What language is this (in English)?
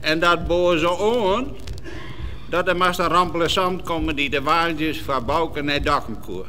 Western Frisian